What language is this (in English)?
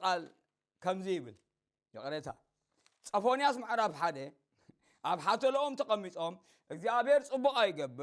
Tigrinya